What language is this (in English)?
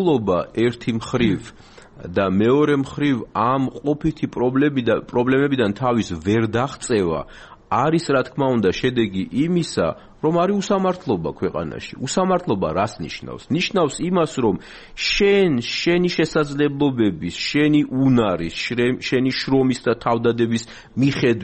Georgian